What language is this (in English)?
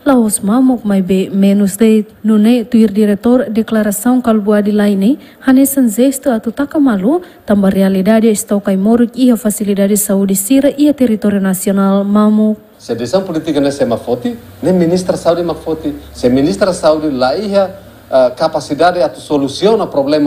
Tetum